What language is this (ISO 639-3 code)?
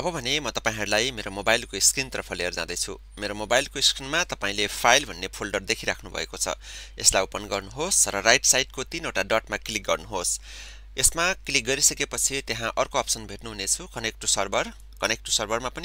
nep